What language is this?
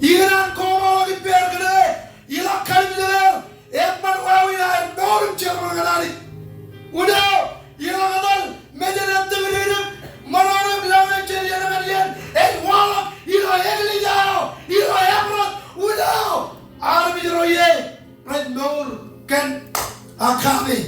Marshallese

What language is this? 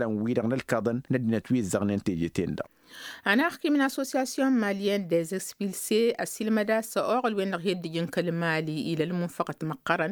Tamasheq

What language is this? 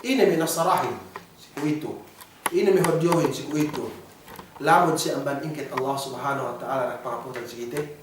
Yakan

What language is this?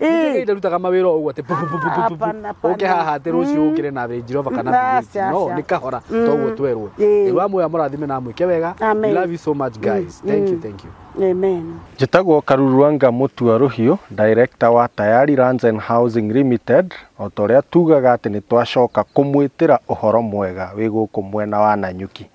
Kikuyu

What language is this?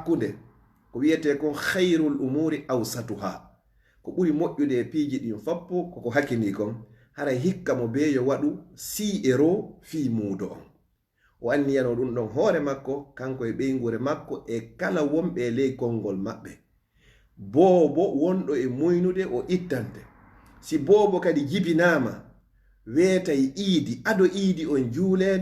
Fula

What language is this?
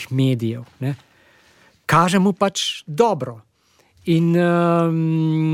Slovenian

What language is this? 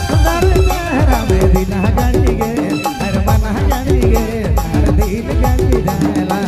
Sadri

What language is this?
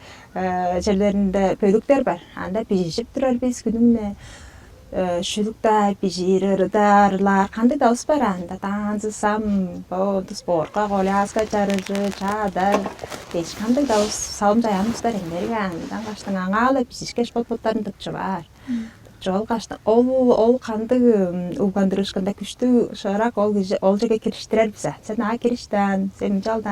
Tuvinian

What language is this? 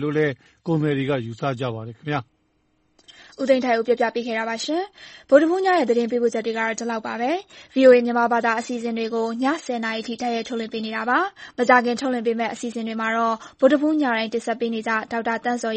Burmese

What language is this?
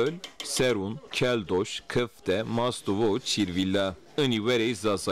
Zaza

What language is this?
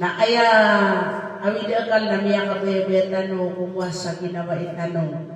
Maranao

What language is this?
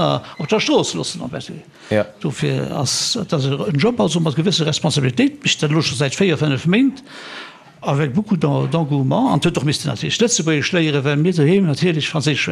Luxembourgish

